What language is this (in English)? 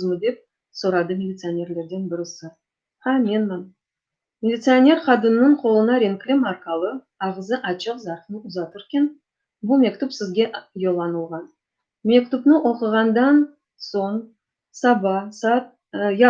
Crimean Tatar